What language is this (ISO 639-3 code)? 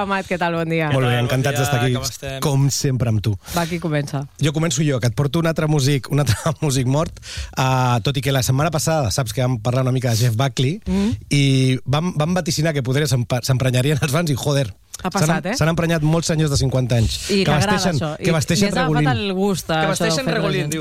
cat